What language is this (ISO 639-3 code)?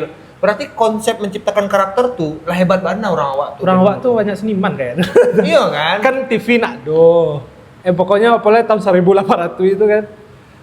min